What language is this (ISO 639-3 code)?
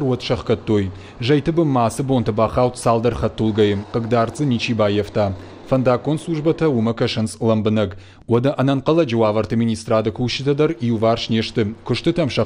oss